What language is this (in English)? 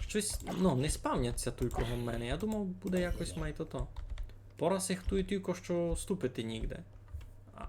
Rusyn